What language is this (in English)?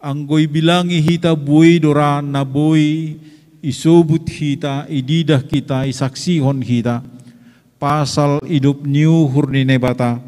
Batak Simalungun